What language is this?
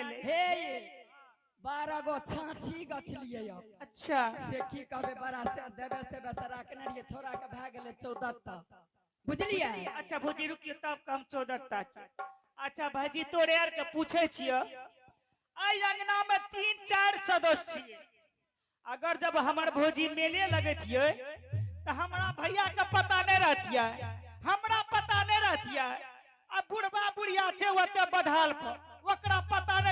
Angika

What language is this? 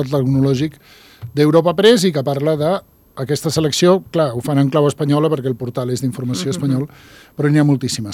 Catalan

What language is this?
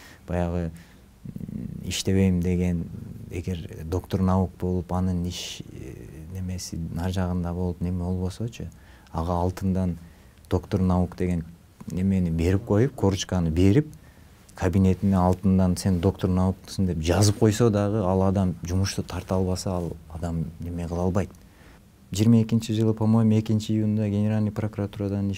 Kyrgyz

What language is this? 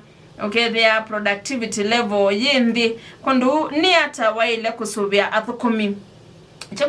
Kamba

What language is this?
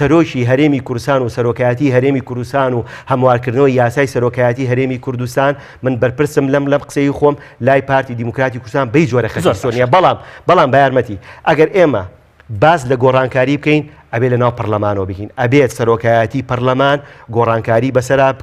Central Kurdish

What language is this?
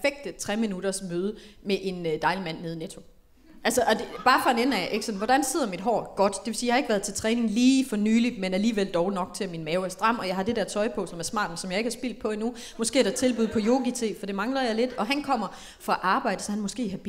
Danish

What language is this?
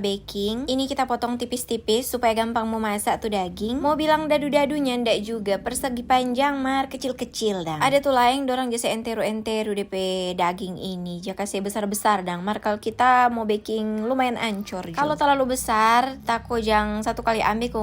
Manado Malay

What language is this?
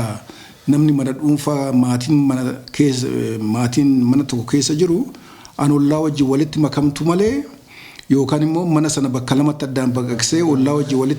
Oromo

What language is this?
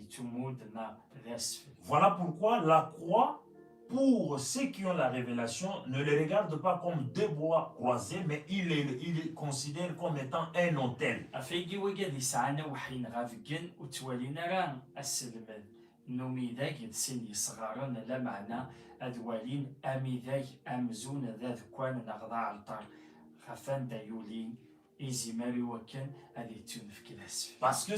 Kabyle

